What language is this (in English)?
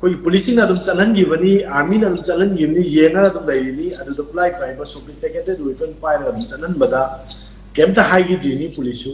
Manipuri